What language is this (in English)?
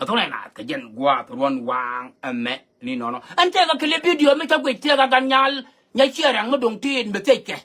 Nuer